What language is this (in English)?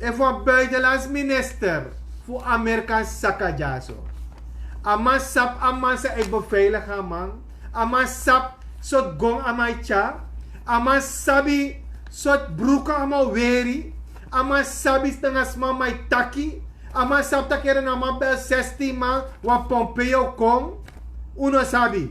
Sranan Tongo